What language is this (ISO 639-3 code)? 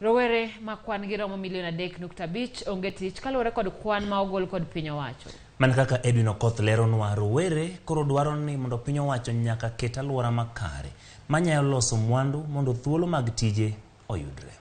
luo